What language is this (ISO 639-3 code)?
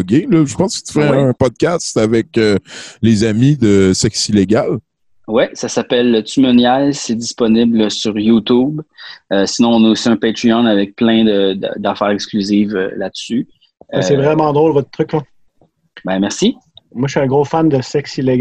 fra